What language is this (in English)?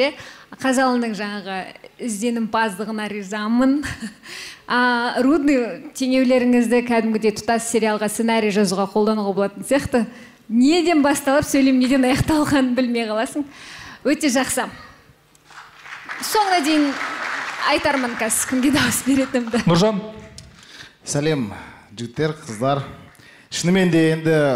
Kazakh